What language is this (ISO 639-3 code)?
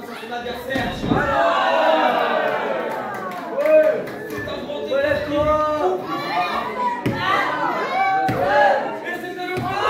fra